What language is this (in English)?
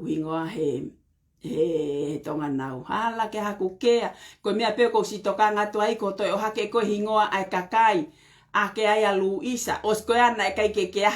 Tongan